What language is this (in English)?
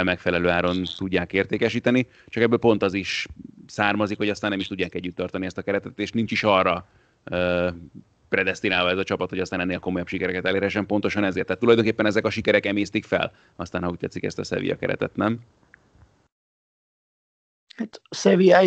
Hungarian